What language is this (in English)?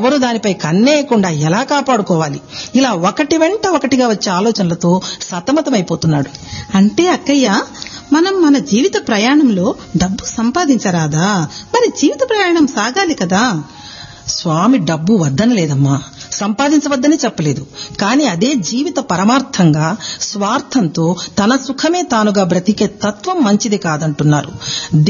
Telugu